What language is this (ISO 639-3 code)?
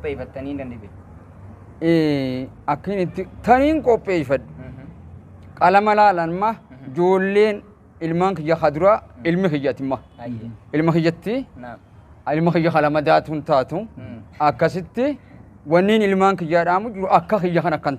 orm